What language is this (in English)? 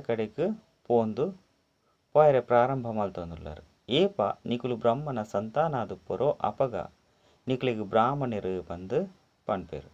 Tulu